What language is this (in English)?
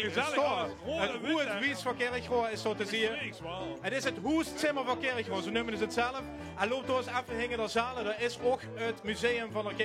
Limburgish